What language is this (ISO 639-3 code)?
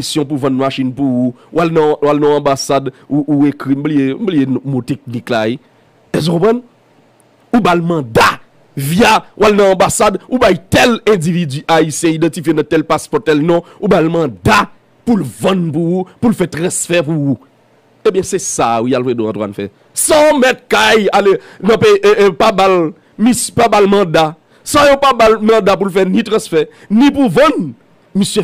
hat